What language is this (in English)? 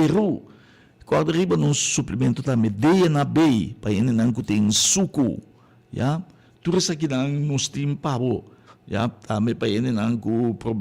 Papiamento